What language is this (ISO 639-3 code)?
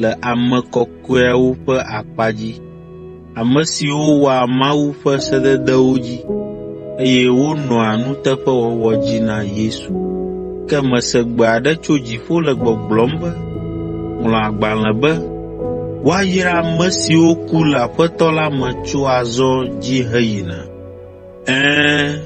ewe